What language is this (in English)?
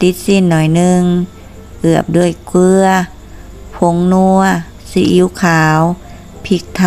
Lao